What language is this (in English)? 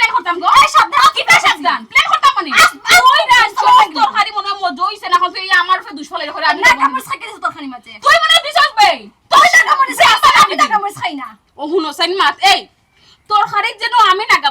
Sylheti